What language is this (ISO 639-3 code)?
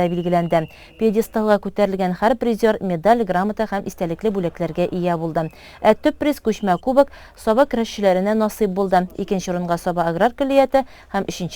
tat